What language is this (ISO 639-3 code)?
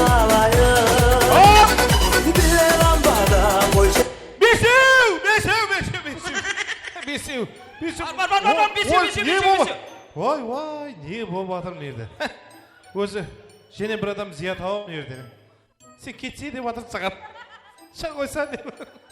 kaa